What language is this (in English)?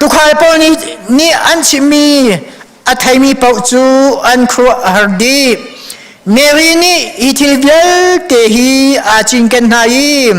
Hakha Chin